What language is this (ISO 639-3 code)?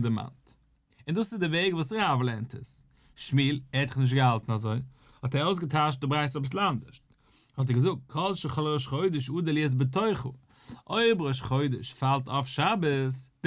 yid